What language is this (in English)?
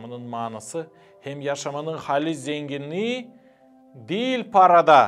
Gagauz